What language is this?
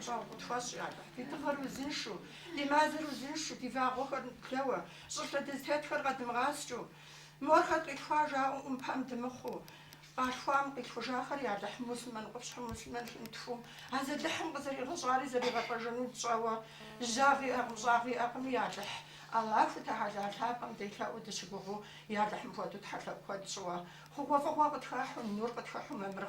Kabardian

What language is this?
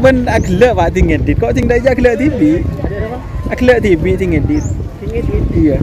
Madurese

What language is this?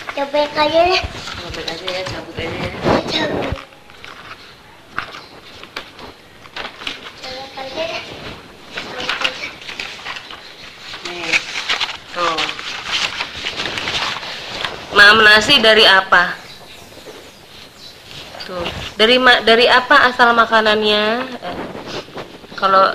Indonesian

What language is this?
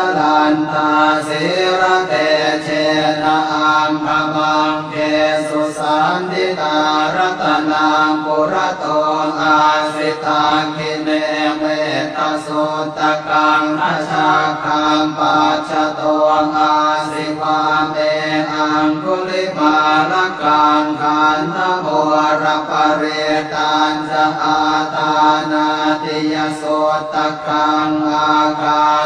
Pali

